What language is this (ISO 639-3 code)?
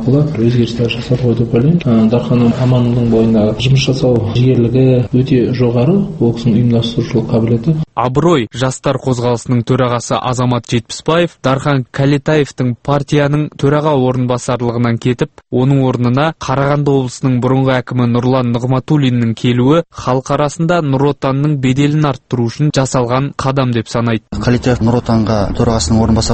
kaz